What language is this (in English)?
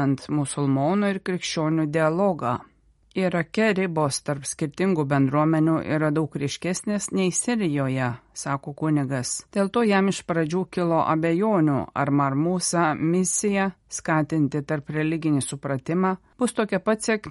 Lithuanian